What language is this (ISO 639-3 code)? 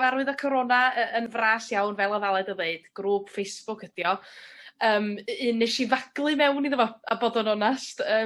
cym